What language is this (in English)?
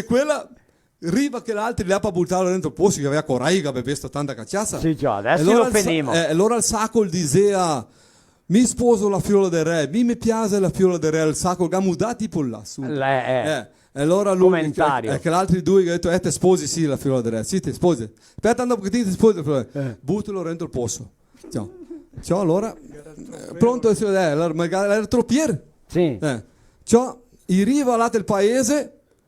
Venetian